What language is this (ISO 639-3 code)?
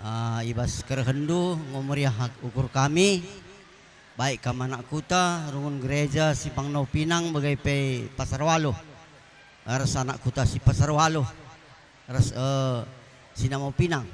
btx